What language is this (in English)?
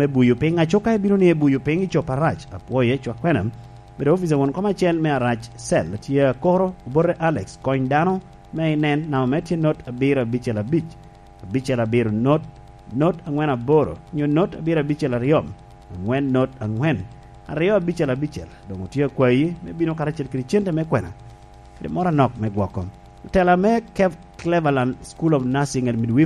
Lango (Uganda)